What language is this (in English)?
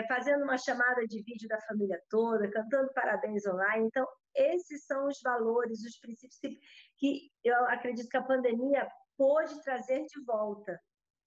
Portuguese